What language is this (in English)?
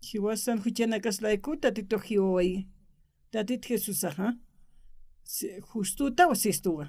Aymara